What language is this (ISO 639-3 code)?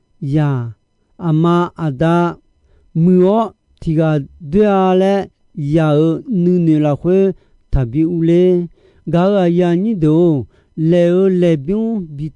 ahk